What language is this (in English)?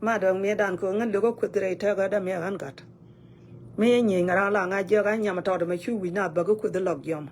Nuer